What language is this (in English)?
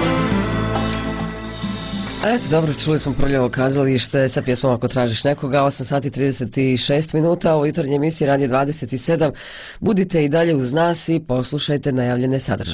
Croatian